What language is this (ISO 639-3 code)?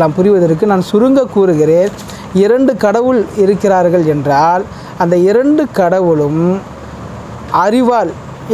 tam